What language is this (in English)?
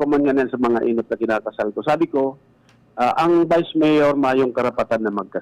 Bikol